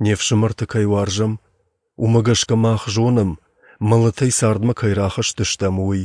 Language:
Ossetic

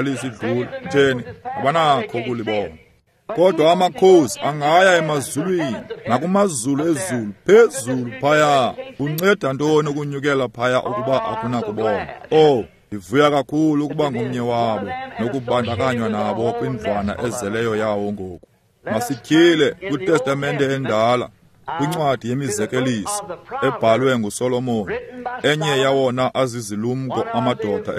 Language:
Xhosa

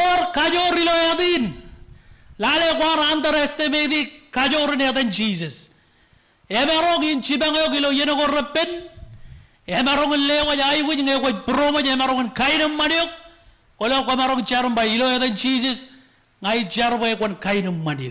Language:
Marshallese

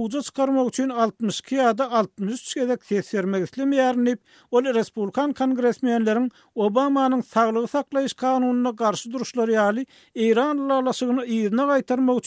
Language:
Turkmen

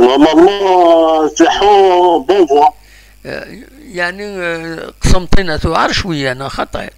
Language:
Algerian Arabic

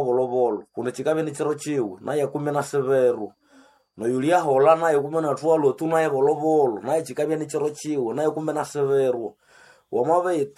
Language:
Nande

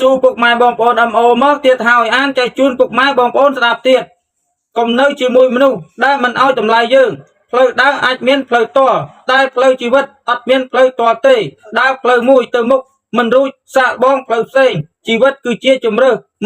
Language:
Khmer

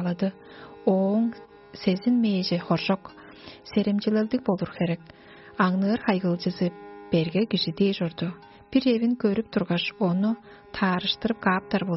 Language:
Tuvinian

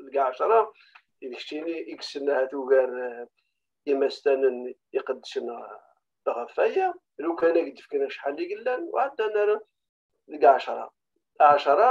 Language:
Kabyle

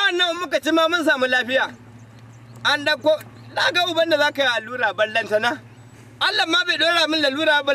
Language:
Hausa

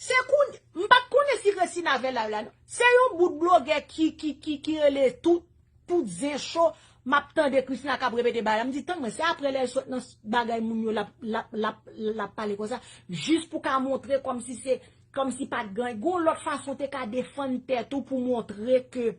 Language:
Haitian Creole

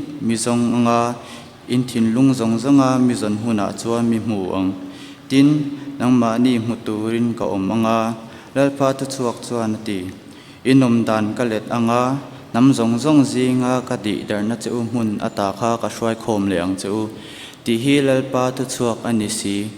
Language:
Mizo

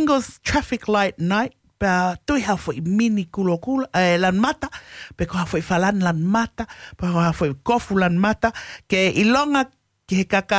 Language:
Tongan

